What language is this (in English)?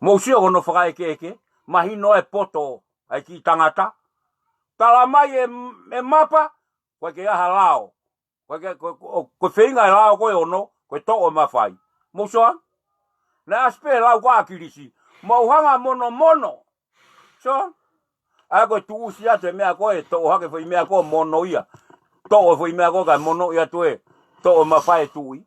Tongan